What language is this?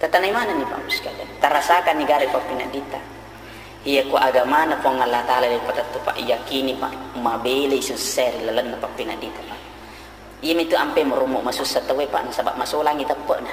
Buginese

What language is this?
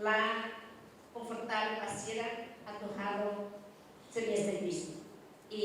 Tetum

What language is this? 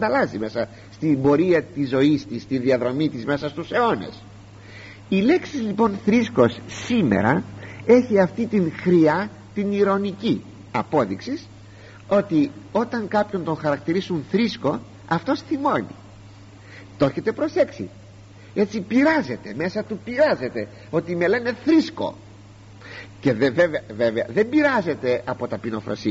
Greek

